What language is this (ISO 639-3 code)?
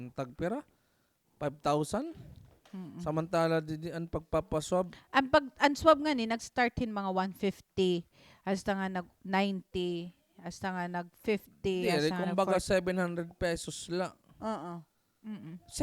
war